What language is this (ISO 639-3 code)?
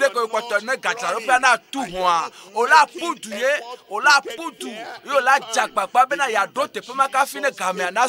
ewe